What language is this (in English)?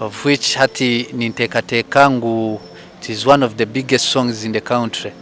Nyankole